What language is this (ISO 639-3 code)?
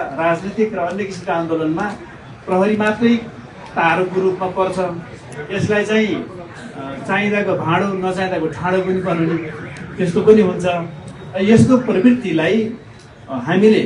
nep